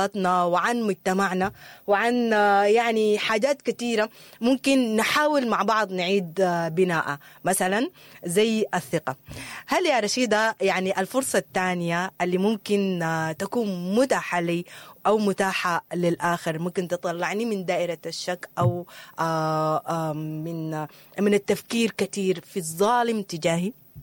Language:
Sudanese Arabic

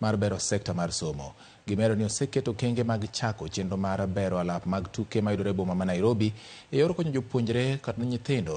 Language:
Luo (Kenya and Tanzania)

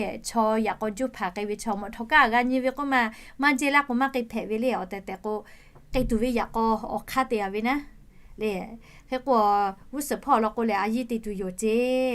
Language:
Lahu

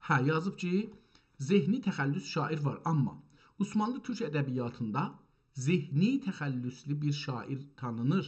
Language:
South Azerbaijani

